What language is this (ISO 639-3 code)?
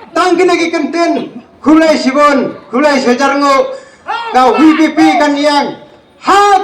kha